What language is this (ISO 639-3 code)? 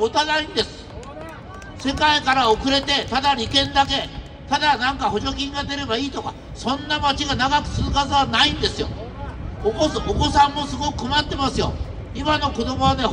jpn